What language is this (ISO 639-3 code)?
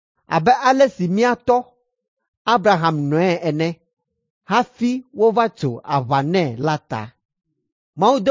ewe